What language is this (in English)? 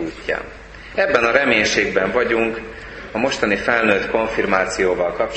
Hungarian